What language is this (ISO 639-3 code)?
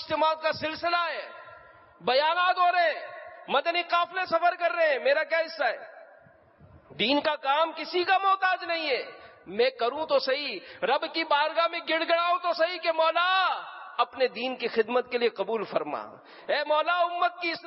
urd